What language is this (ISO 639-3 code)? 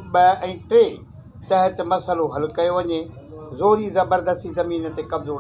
snd